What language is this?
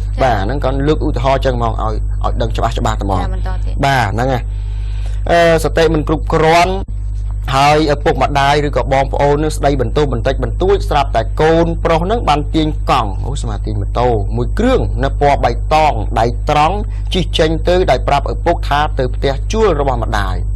Khmer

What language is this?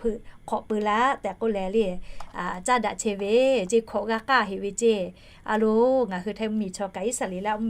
Lahu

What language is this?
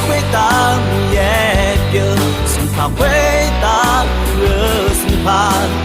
Akha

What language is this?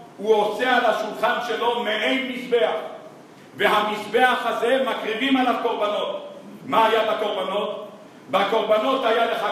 Hebrew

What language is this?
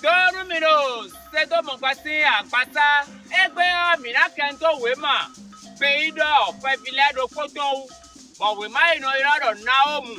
Fon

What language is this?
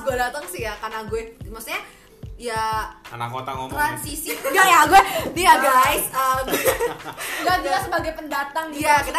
Indonesian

